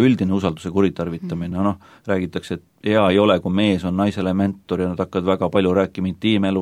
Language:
Estonian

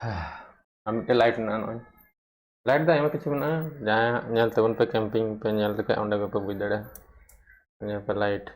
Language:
Santali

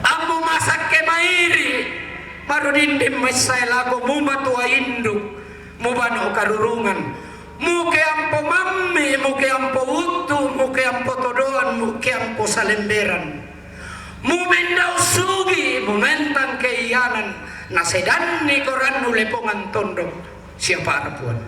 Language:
Toraja-Sa'dan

